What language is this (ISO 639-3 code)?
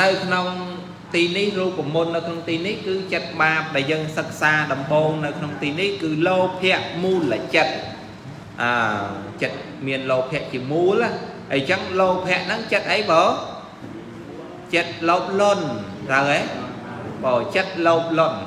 khm